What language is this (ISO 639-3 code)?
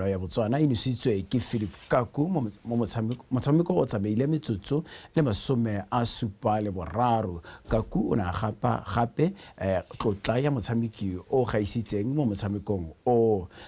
tsn